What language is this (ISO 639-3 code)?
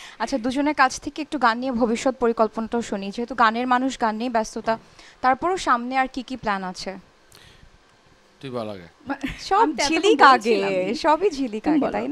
ben